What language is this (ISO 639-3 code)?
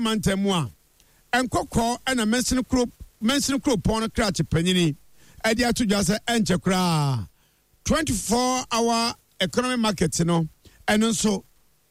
aka